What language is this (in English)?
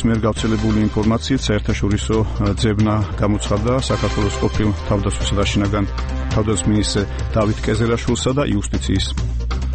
Georgian